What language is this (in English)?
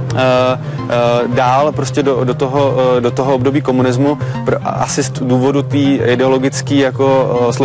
Czech